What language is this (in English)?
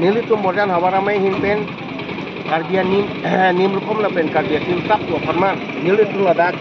Karbi